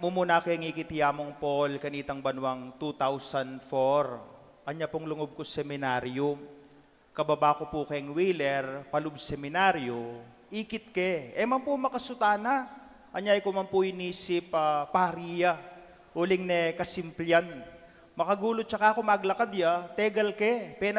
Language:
Pampanga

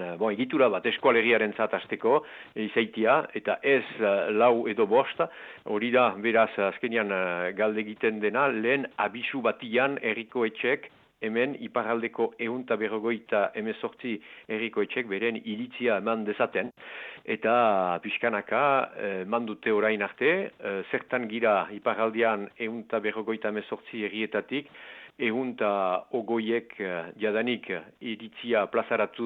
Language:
Basque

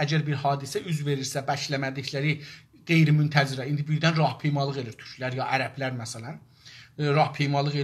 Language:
South Azerbaijani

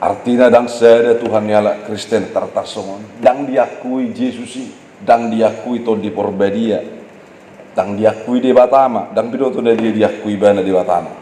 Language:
Batak Toba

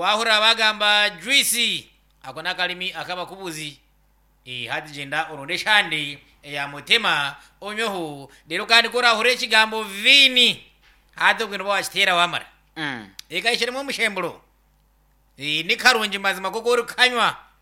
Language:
Nyankole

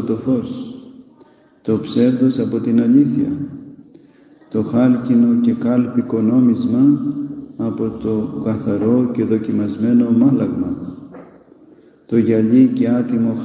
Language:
Greek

